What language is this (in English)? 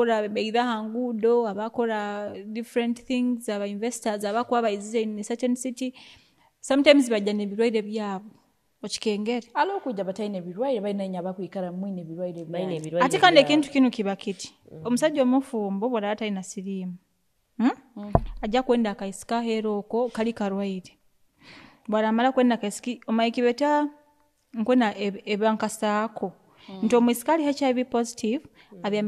Nyoro